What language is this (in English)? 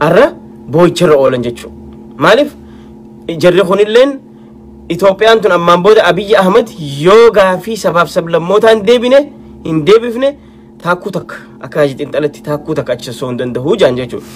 Oromo